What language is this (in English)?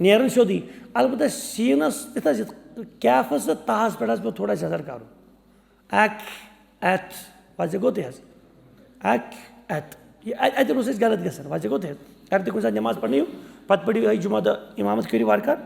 Kashmiri